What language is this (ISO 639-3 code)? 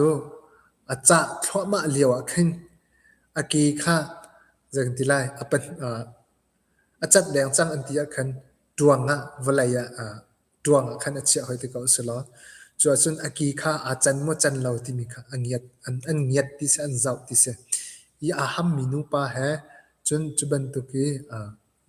cnh